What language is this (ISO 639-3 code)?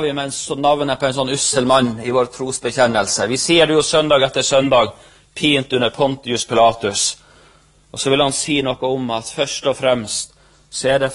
nor